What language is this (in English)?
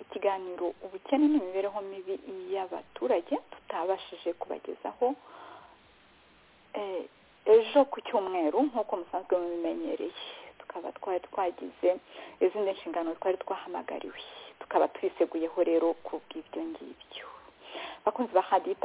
Kinyarwanda